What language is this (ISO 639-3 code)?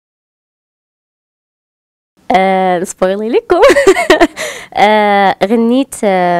ary